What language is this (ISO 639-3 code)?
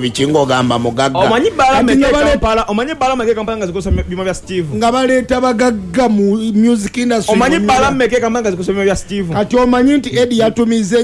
lug